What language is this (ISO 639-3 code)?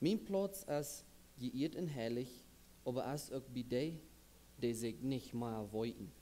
pdt